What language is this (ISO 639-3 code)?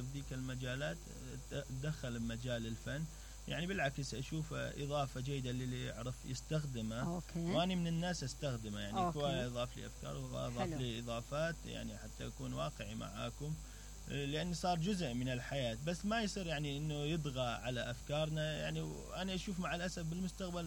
acm